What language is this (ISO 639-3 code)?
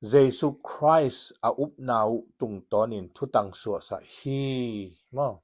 ctd